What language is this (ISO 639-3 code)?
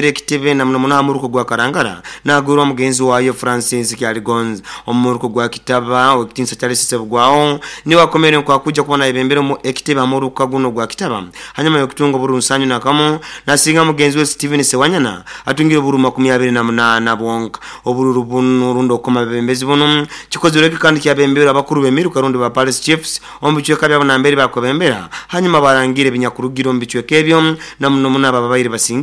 nyo